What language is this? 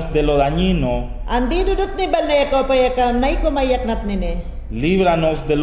Mayangna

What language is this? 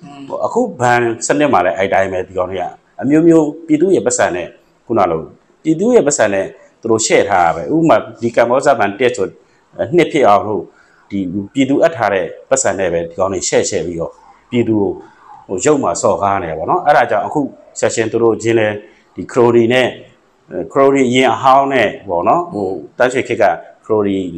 Burmese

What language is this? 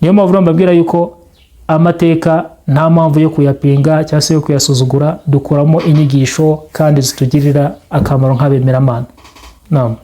Kinyarwanda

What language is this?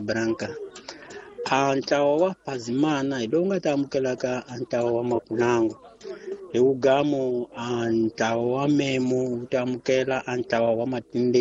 Tsonga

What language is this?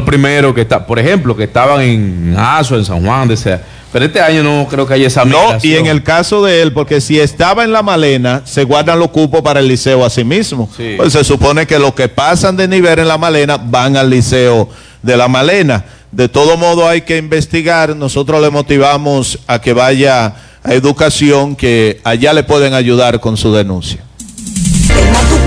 Spanish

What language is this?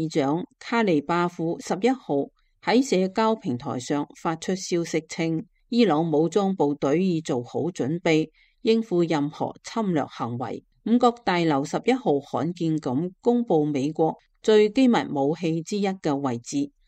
Cantonese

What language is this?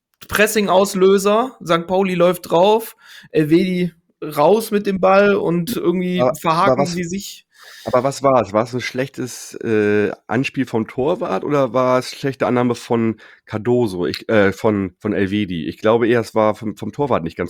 German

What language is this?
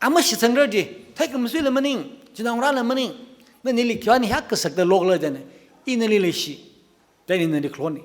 Tangkhul Naga (India)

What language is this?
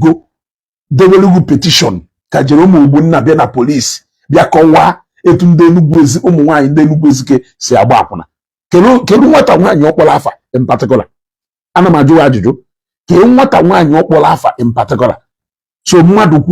Igbo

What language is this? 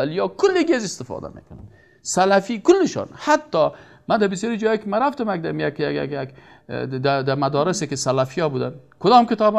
Persian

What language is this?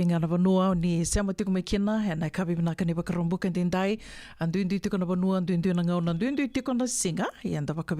Fijian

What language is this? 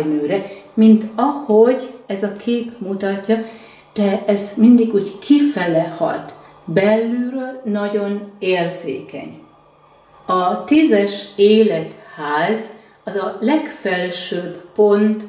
Hungarian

